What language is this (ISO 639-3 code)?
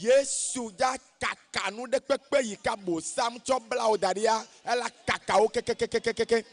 ewe